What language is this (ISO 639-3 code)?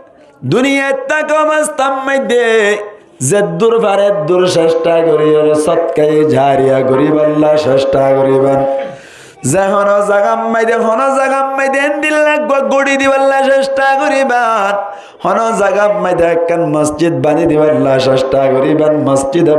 rhg